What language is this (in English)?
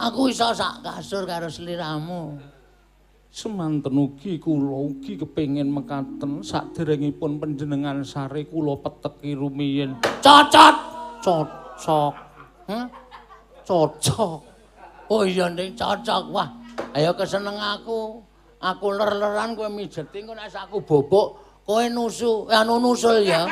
Javanese